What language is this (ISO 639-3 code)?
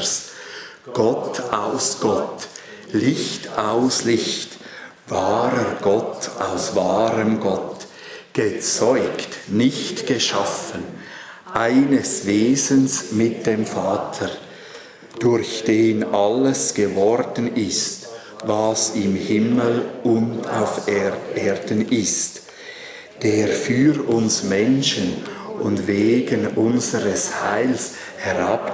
gsw